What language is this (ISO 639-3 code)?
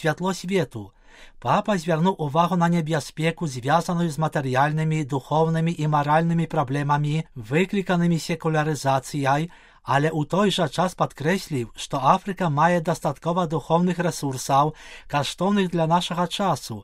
bel